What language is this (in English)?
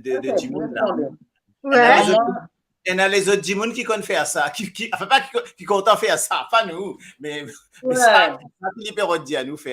Morisyen